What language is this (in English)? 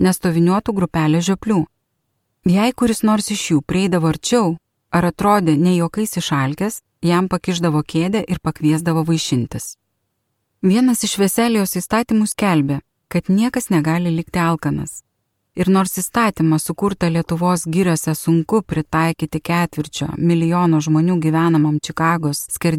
Lithuanian